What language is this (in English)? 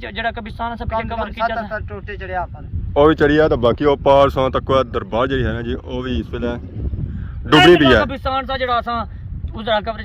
Pahari-Potwari